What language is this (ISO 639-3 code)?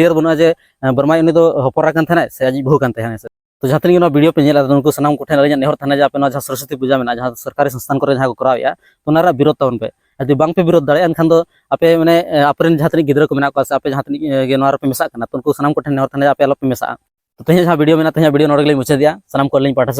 sat